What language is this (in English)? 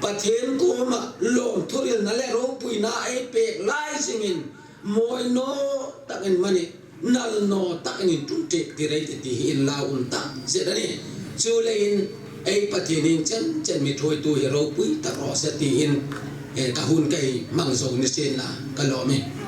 Hmar